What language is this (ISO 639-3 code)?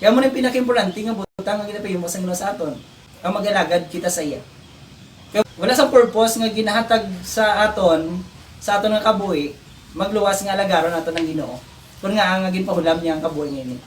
hil